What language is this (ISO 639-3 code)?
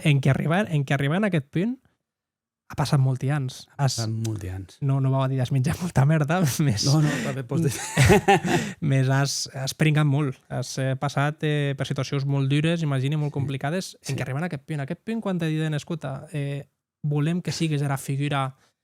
oci